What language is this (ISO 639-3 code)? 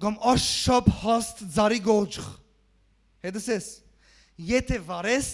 hyw